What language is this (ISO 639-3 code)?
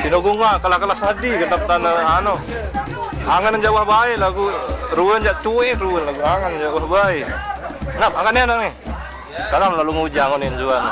sas